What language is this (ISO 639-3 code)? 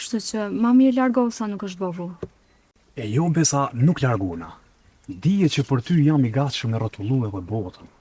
sqi